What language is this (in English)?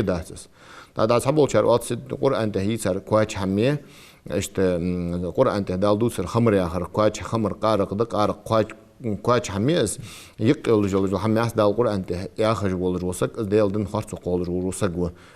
Ingush